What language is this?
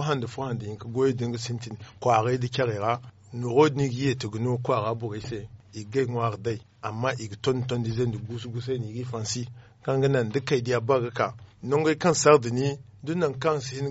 Zarma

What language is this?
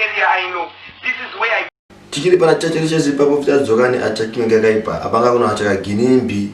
Shona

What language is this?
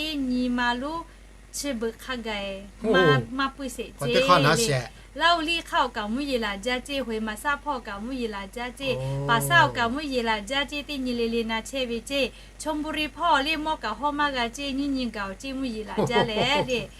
Lahu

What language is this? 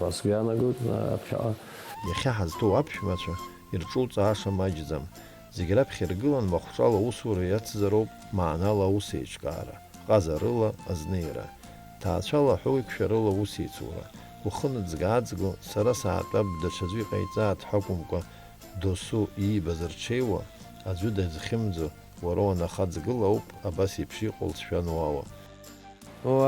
Abkhazian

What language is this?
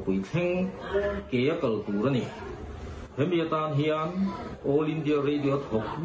Mizo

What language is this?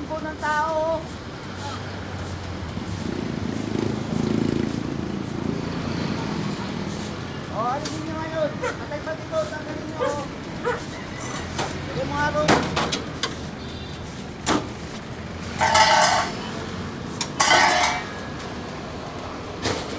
Filipino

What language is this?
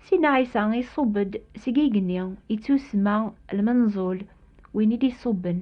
Kabyle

